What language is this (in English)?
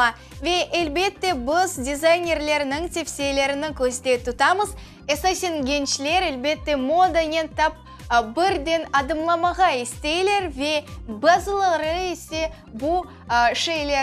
Crimean Tatar